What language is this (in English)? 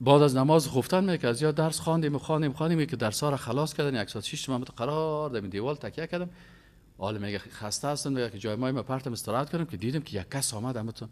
Persian